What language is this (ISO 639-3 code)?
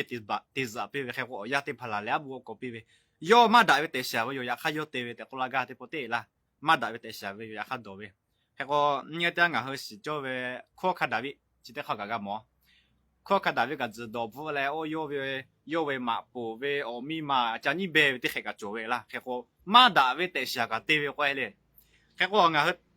lhu